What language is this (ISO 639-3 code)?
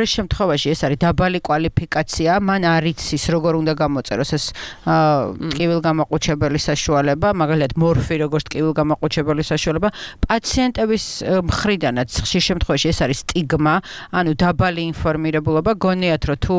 kat